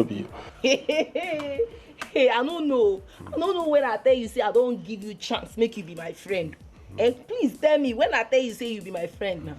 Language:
Nigerian Pidgin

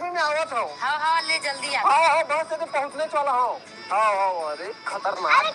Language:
Chhattisgarhi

